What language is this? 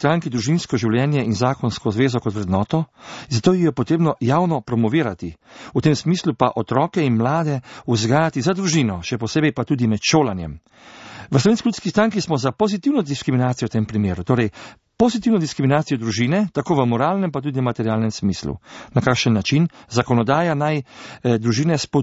Slovenian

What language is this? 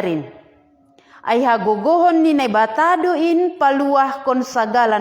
Batak Simalungun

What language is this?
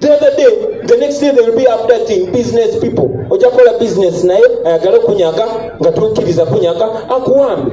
Ganda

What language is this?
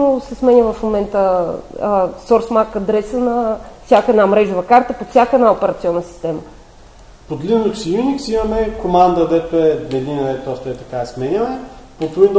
Bulgarian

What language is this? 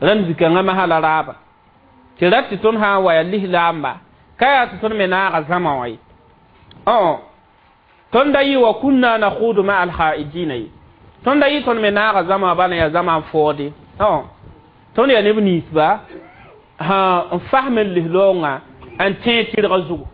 Mossi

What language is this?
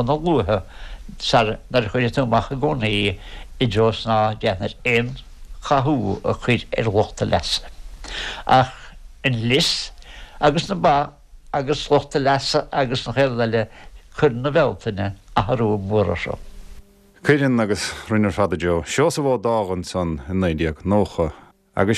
Irish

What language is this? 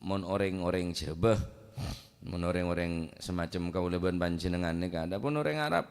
Madurese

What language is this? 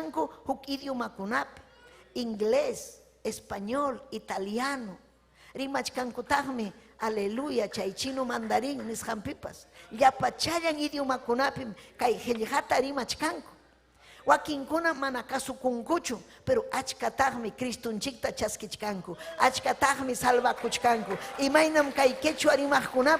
Ayacucho Quechua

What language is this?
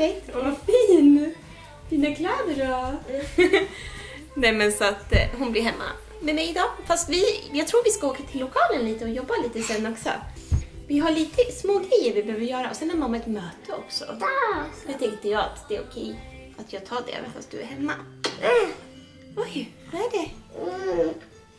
Swedish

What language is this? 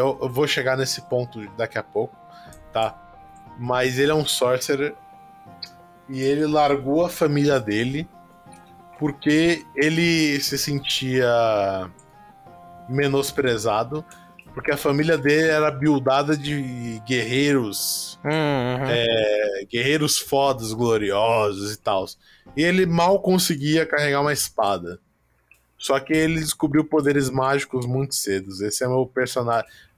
Portuguese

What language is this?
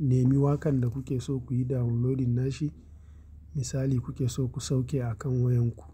Hausa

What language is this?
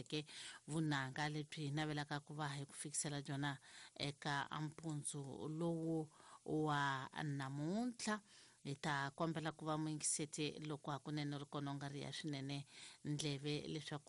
Tsonga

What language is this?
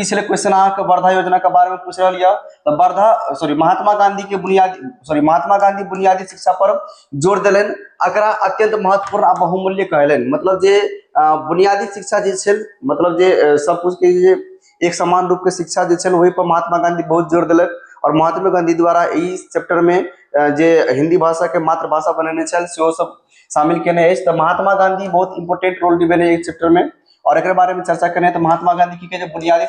Maithili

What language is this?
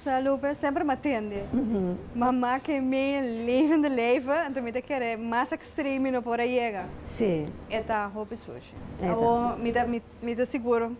Papiamento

